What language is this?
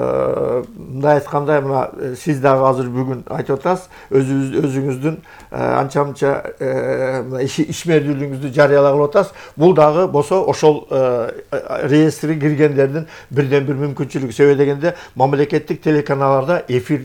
Kyrgyz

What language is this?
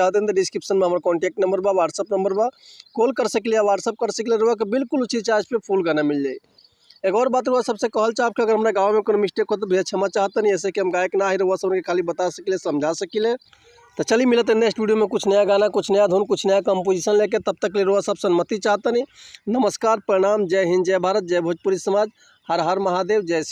Bhojpuri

